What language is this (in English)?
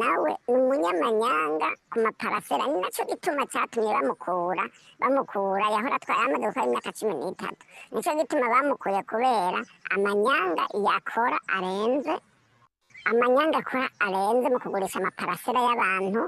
Rundi